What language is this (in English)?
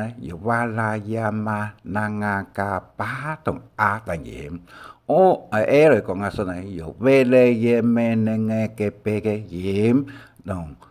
Hakka Chinese